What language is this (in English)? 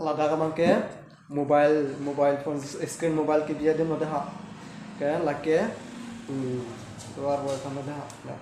Karbi